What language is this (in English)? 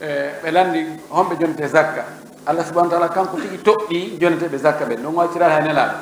Fula